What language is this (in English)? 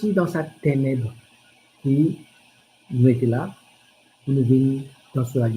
Morisyen